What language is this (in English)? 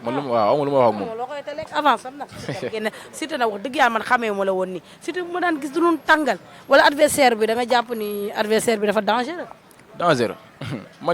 Wolof